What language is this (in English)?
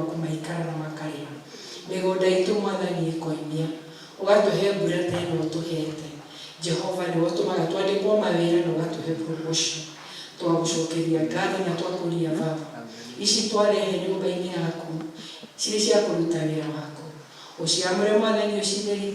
Kikuyu